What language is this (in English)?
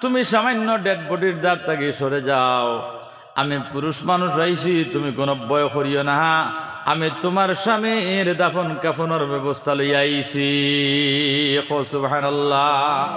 Sylheti